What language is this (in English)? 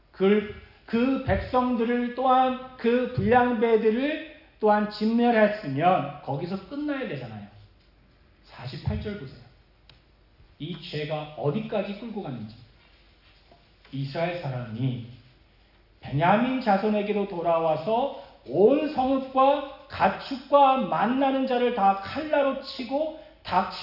Korean